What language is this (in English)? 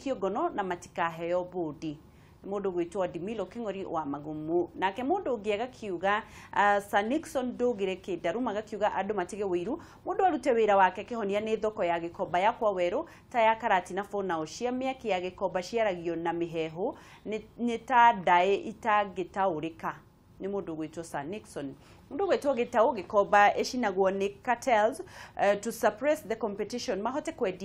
Kikuyu